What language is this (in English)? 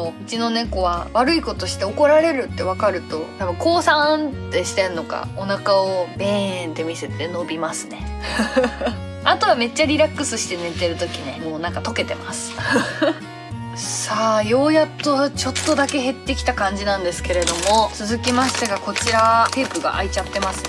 Japanese